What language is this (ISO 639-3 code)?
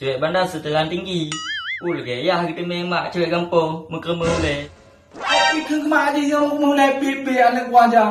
ace